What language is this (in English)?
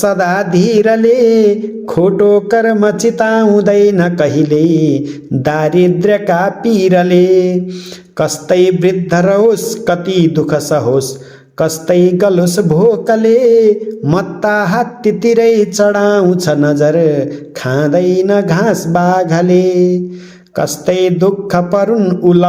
Nepali